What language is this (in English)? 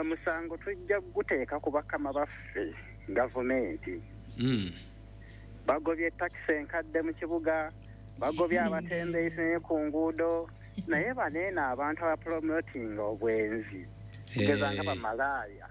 Ganda